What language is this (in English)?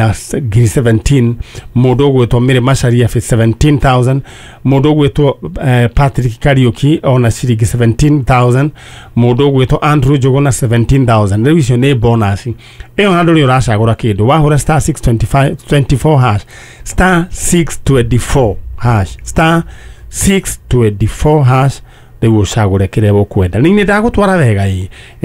Kikuyu